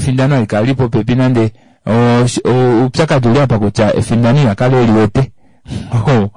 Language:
Kuanyama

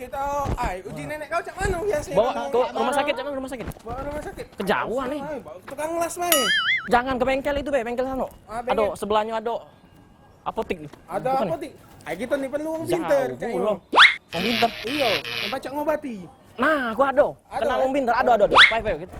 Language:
Musi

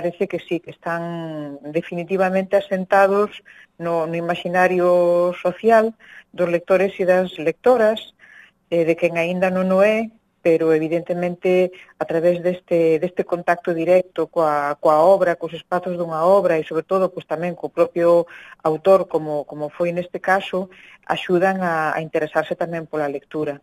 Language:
Galician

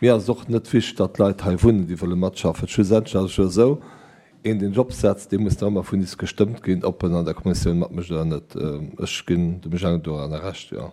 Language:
Luxembourgish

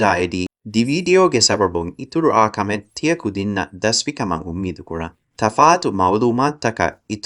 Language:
Divehi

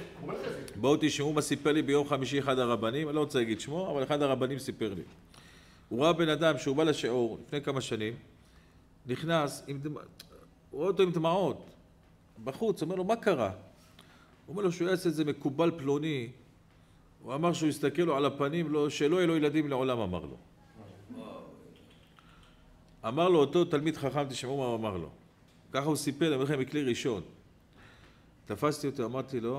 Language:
Hebrew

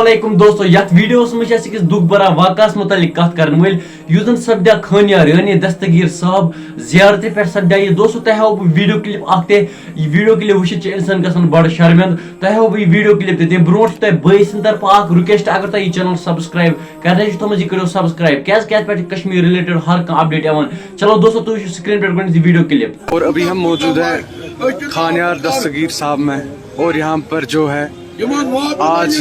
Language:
Kashmiri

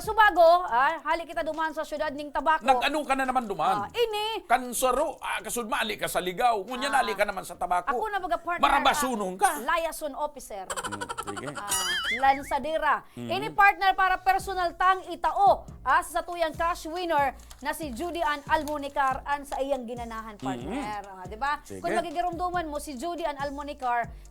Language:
Bikol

